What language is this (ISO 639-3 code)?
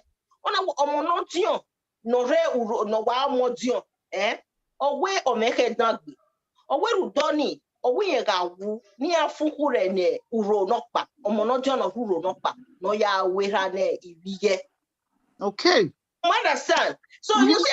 bin